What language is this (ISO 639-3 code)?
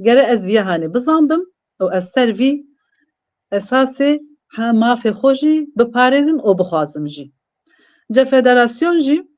kur